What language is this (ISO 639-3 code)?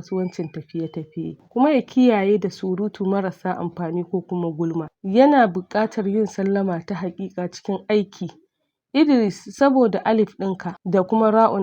hau